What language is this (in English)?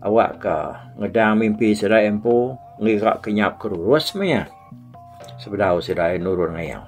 Iban